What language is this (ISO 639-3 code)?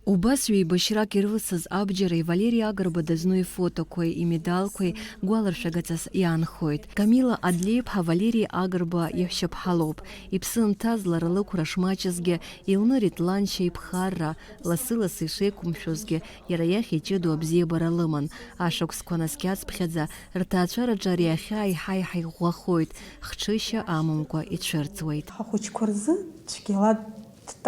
abk